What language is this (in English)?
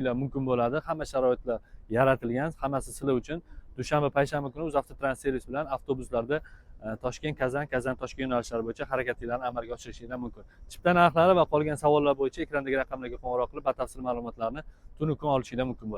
Uzbek